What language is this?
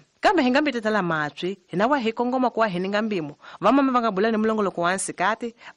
Tsonga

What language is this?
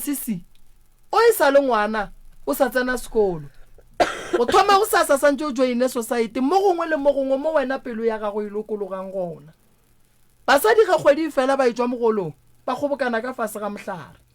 Northern Sotho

